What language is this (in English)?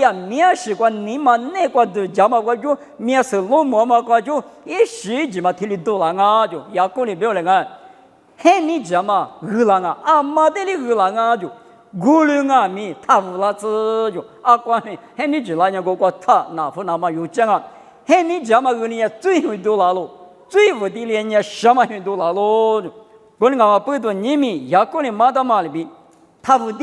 Lisu